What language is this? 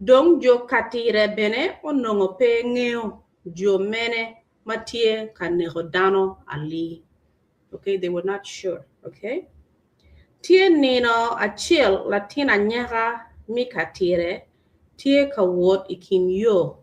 Acoli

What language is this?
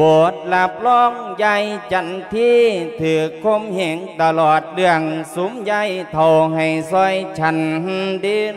Lao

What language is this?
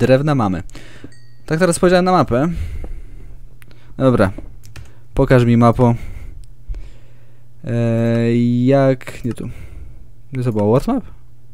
Polish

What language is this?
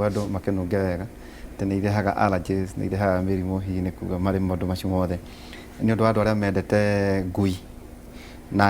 Kikuyu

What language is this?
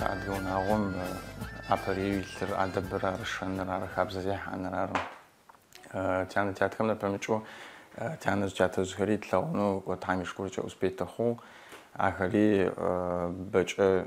Adyghe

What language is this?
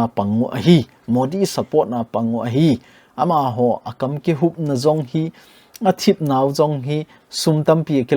Thado Chin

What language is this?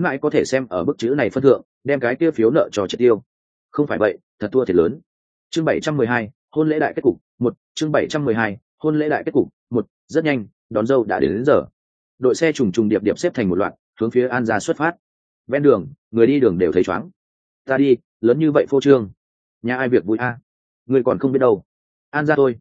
Vietnamese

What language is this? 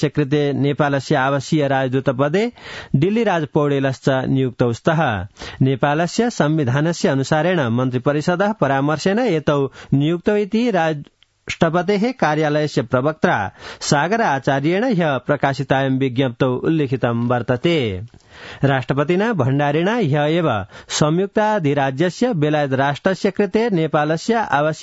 Sanskrit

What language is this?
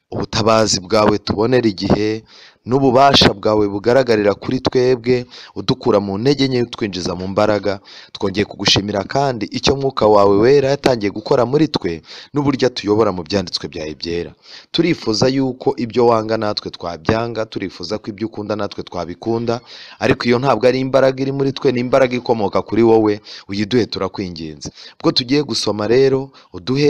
Kinyarwanda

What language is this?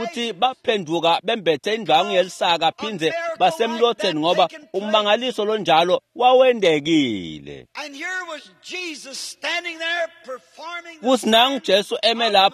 Swati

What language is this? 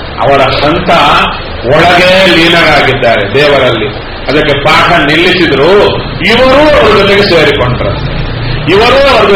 Kannada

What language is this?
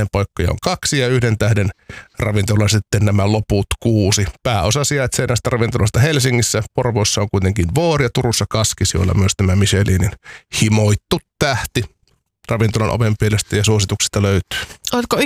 Finnish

